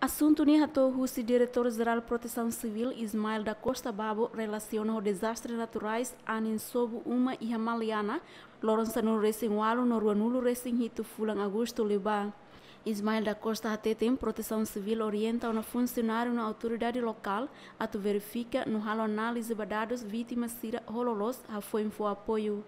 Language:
Tetum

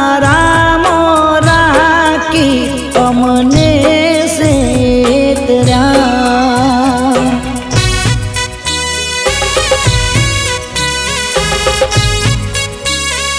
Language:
Gujarati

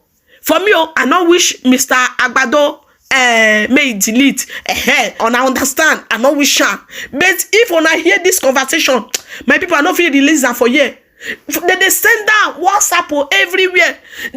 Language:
Nigerian Pidgin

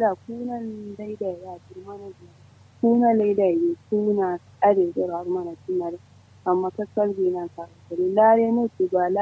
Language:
Kanuri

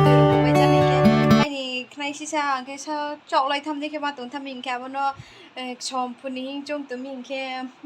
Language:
Riang (India)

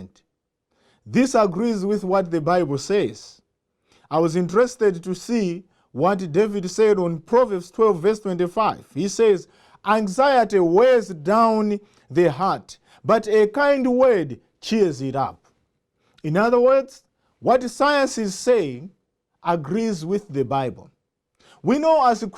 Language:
English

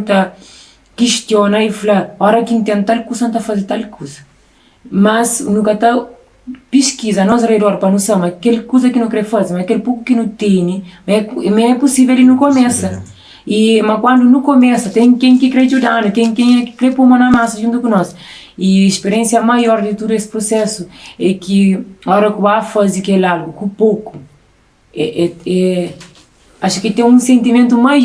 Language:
Kabuverdianu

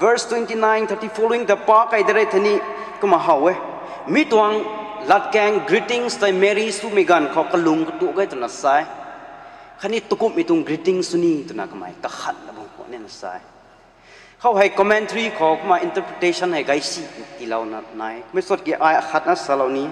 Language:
Rongmei Naga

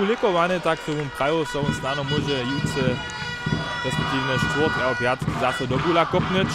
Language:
Upper Sorbian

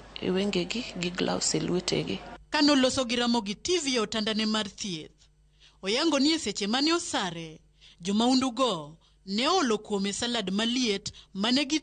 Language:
Luo (Kenya and Tanzania)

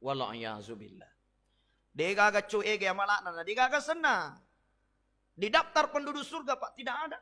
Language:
Buginese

